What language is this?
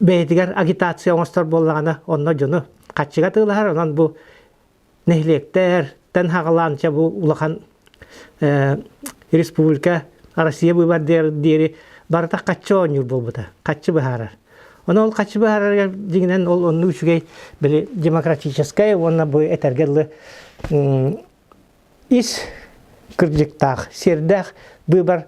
Yakut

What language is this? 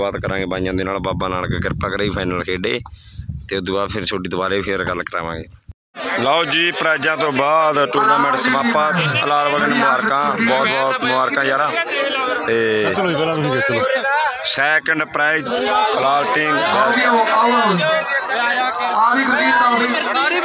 Punjabi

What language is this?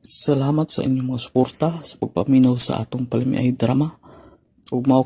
Cebuano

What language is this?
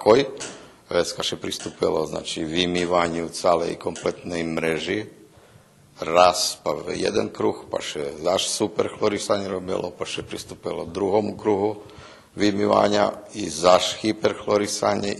Rusyn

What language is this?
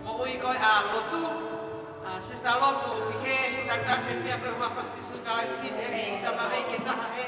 Tongan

